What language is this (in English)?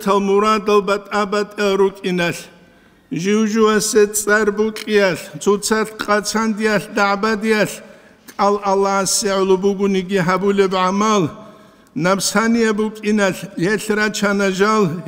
Avaric